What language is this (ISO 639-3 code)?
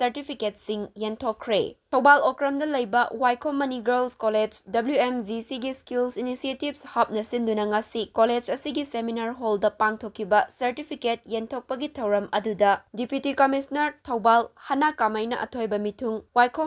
mni